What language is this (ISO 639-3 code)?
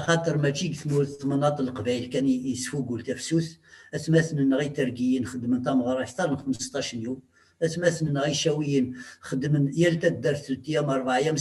kab